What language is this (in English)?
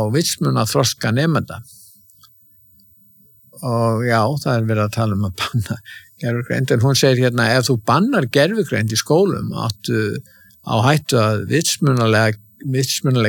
Icelandic